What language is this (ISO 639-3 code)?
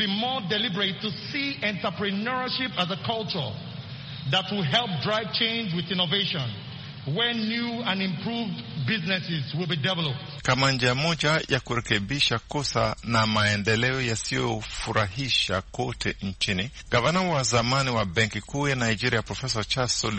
swa